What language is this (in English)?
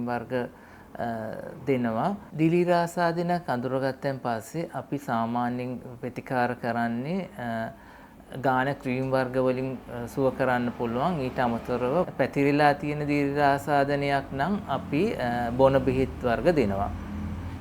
Sinhala